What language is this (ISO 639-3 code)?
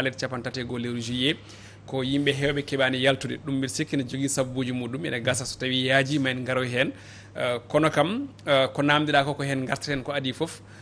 ful